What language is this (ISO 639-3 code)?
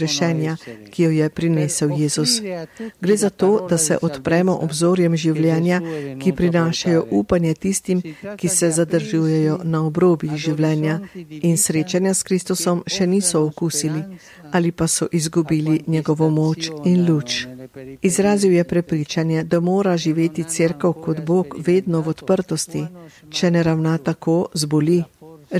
slv